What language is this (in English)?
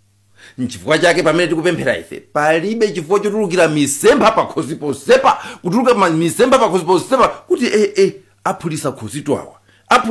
Nyanja